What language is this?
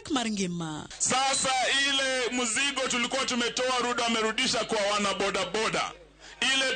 Luo (Kenya and Tanzania)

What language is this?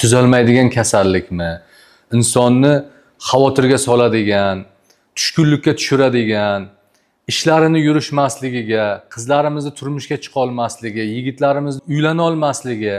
Uzbek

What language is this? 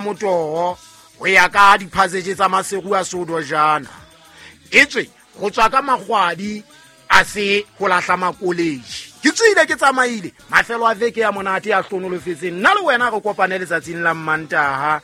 Southern Sotho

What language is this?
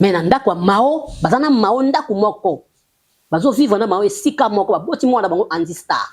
Lingala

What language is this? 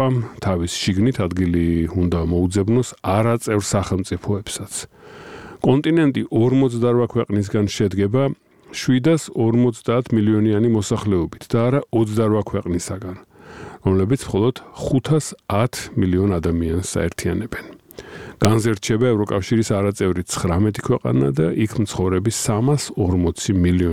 Georgian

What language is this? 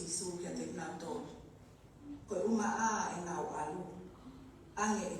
Tongan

